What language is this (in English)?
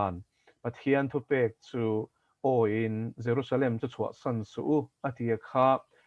Mizo